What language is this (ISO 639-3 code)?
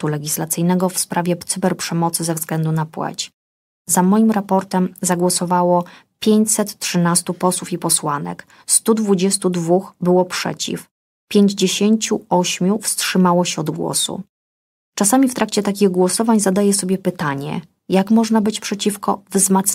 pol